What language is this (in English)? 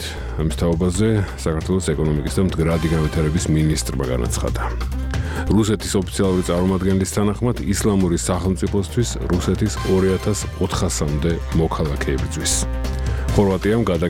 Georgian